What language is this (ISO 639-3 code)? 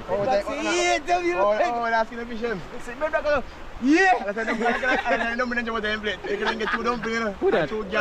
jam